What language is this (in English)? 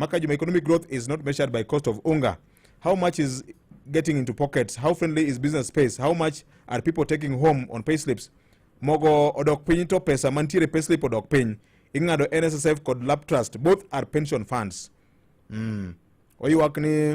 Luo (Kenya and Tanzania)